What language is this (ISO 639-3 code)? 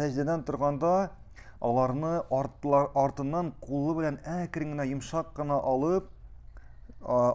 tat